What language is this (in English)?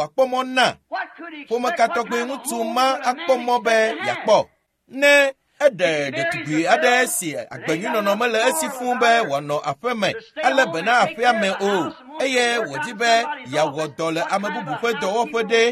Ewe